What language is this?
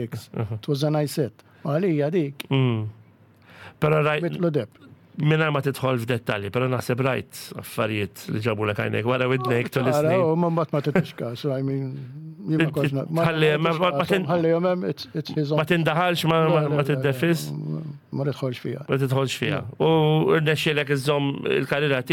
Maltese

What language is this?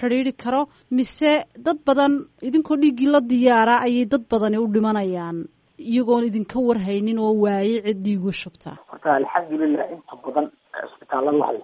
Somali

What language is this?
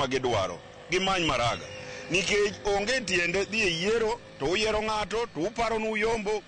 Luo (Kenya and Tanzania)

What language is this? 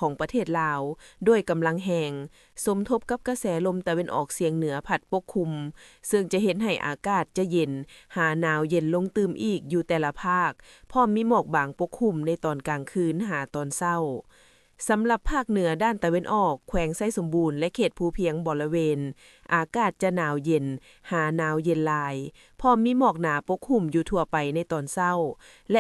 Lao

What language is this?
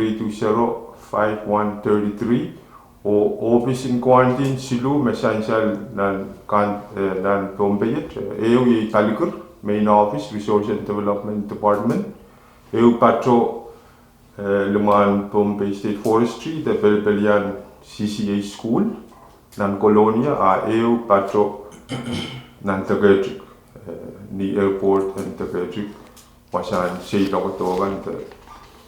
Pohnpeian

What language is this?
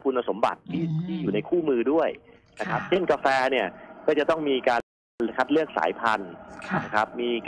Thai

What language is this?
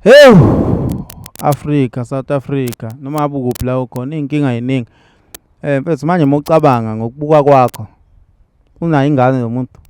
Zulu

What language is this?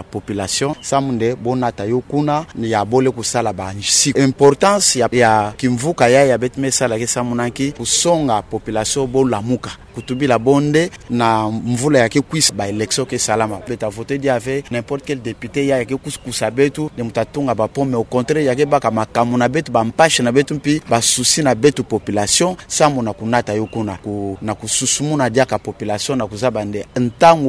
Kituba (Democratic Republic of Congo)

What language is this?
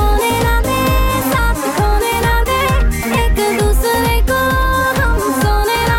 Hindi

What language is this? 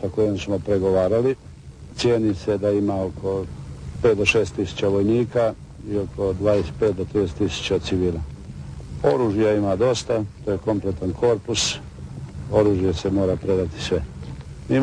Croatian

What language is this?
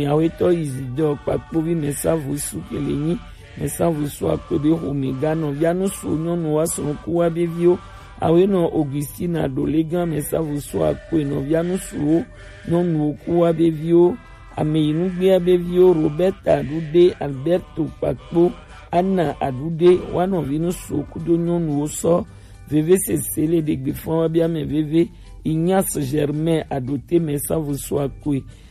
Gen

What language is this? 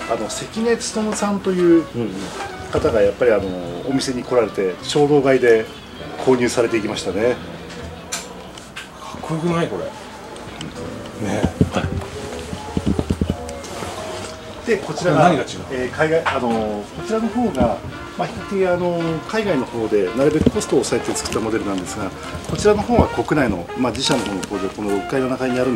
Japanese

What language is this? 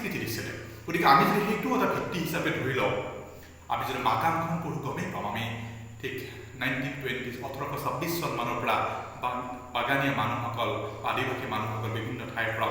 Assamese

